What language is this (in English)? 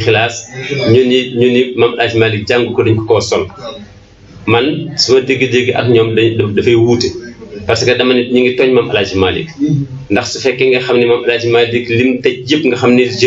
Wolof